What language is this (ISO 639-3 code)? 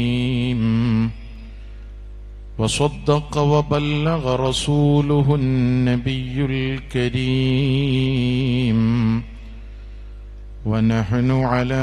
mal